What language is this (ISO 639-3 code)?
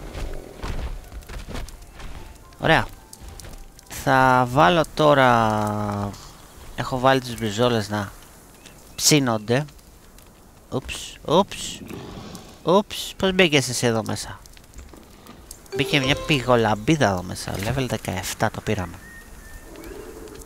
ell